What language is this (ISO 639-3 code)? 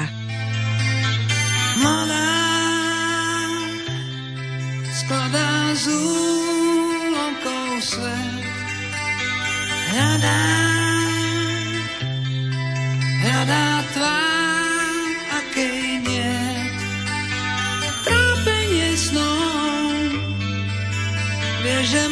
slk